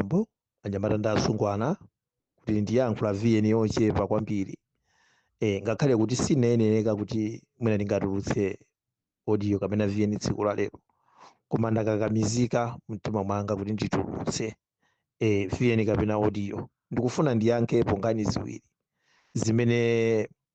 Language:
Nyanja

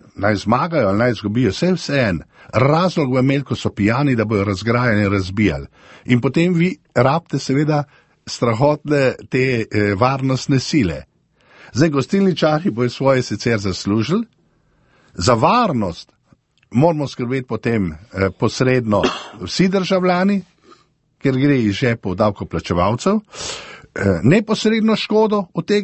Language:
Slovenian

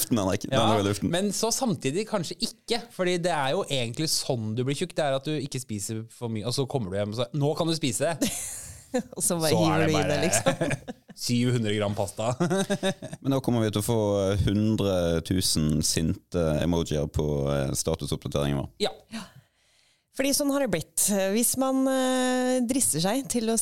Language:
Norwegian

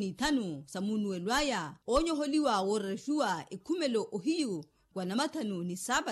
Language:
Makhuwa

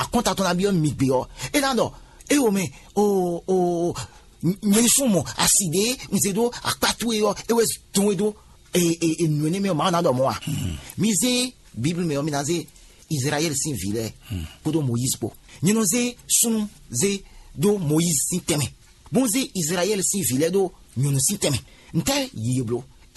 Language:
Fon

